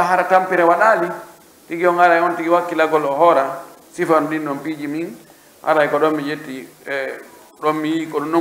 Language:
Pular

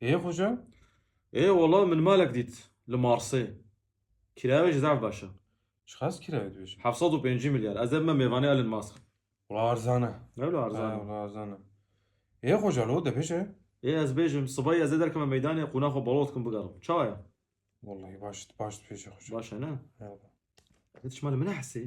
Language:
Kurdish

